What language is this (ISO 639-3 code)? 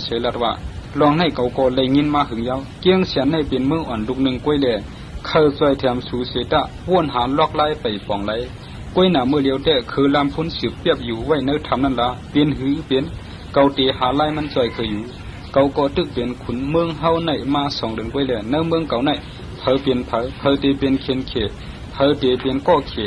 shn